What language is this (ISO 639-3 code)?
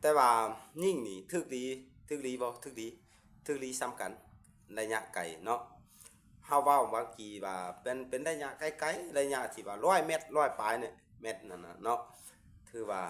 lao